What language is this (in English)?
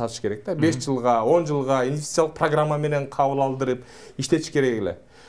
Kyrgyz